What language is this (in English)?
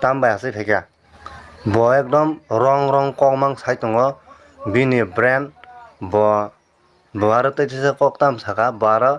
Kok Borok